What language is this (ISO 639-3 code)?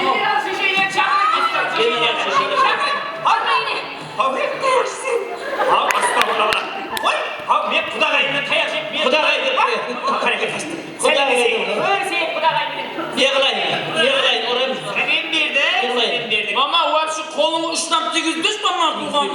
kaa